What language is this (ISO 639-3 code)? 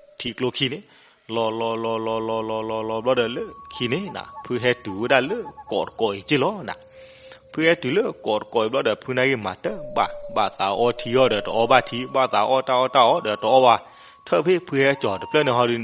ksw